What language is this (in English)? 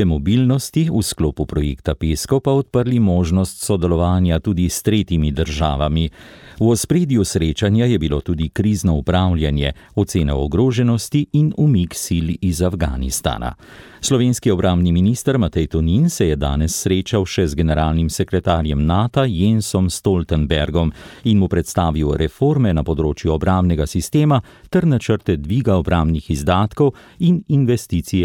Slovenian